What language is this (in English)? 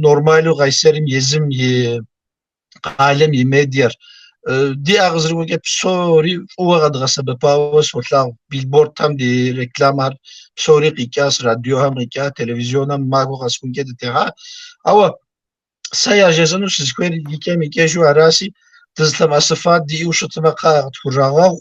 Kabardian